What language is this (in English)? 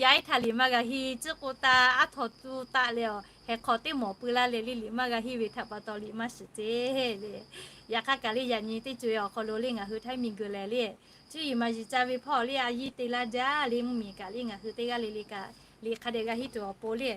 Lahu